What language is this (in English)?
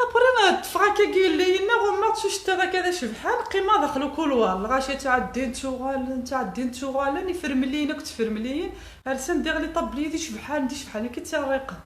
Kabyle